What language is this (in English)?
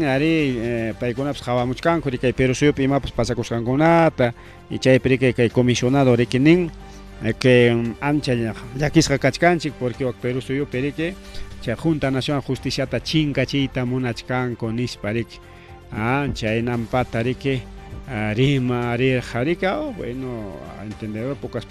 Ayacucho Quechua